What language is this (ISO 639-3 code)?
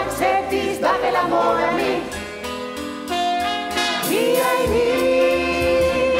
cat